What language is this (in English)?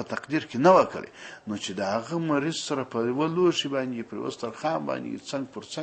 Pashto